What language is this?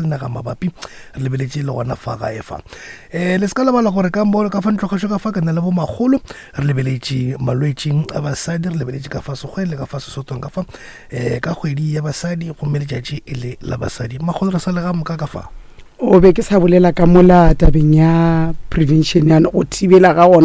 Northern Sotho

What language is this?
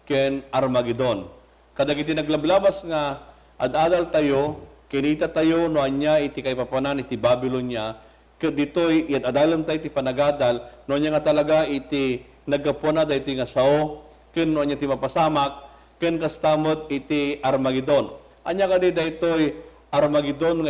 Iloko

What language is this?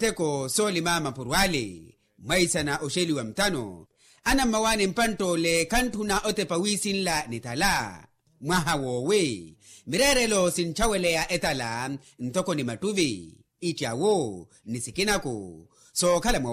Makhuwa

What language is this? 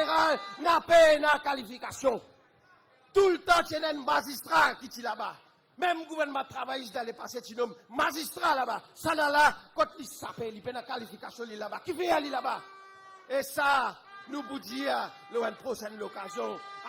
Morisyen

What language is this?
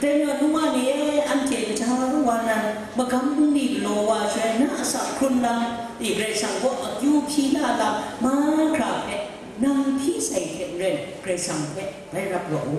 Kachin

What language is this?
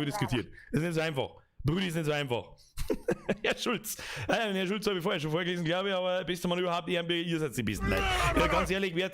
Bavarian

